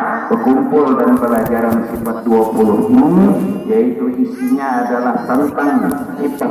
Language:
Banjar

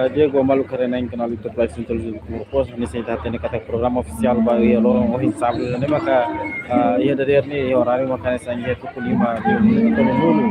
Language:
Tetum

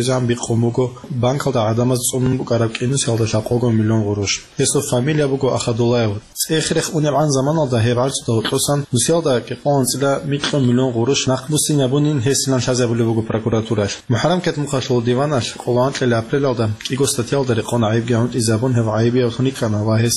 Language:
Avaric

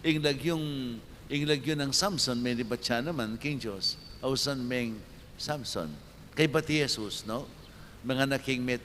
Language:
Pampanga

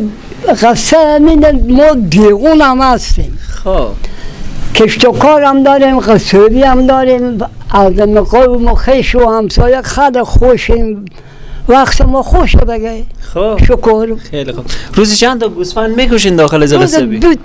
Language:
Persian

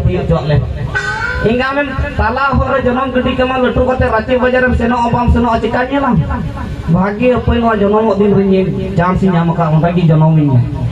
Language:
Santali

